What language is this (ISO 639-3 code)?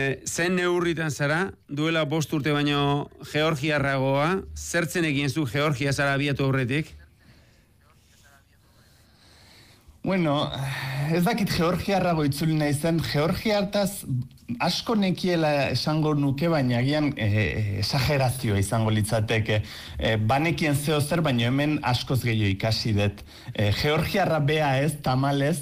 eus